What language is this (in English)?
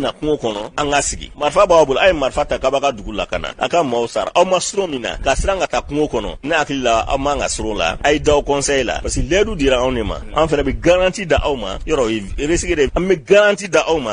Bambara